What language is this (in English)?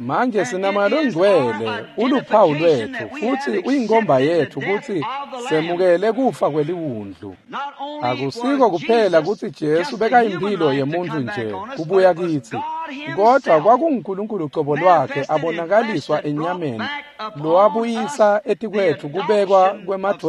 Swati